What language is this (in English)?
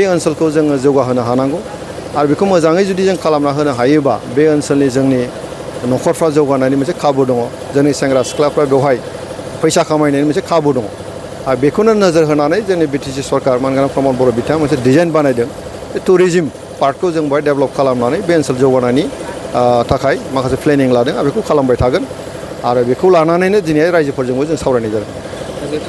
Bodo